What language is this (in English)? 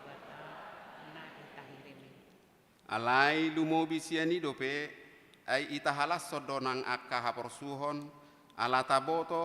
Batak Toba